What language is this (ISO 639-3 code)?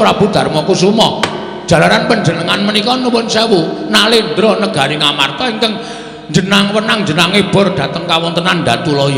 jav